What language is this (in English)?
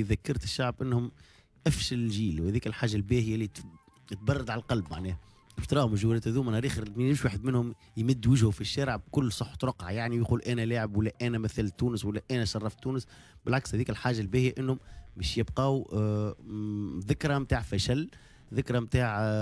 Tunisian Arabic